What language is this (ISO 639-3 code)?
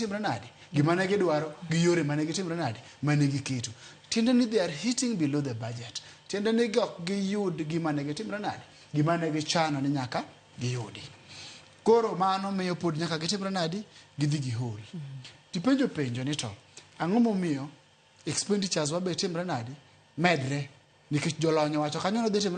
luo